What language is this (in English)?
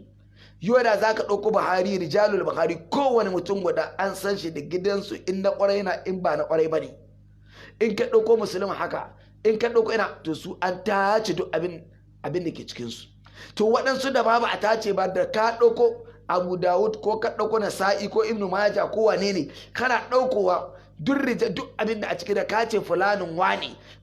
Hausa